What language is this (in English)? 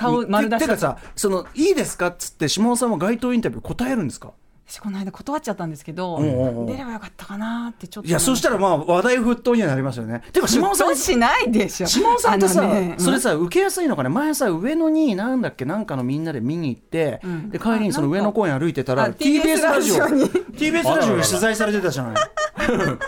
Japanese